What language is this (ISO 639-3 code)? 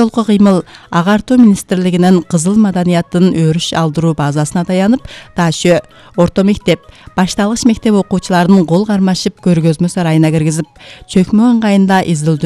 kir